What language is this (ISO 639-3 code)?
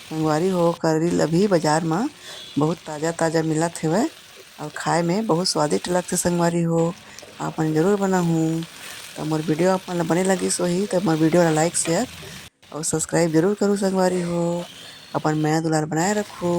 hne